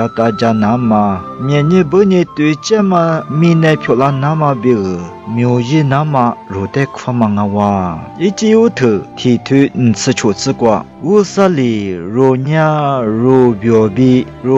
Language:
Lisu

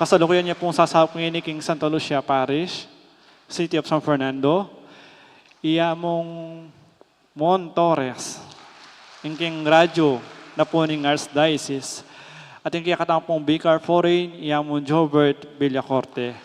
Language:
Pampanga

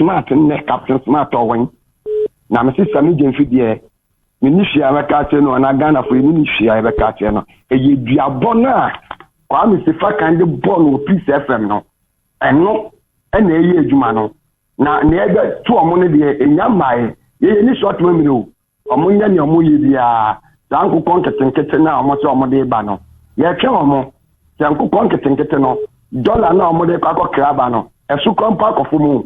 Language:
Akan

